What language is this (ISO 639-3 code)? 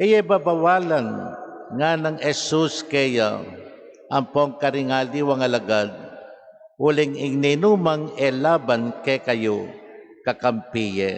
pam